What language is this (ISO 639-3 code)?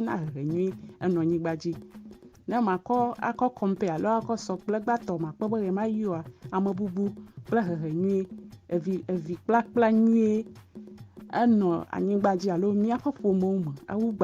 ewe